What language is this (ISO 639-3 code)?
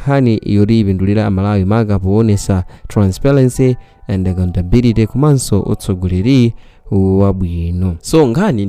nya